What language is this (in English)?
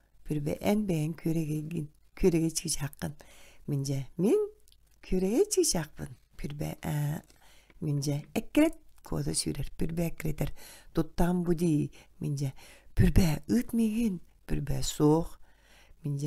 Yakut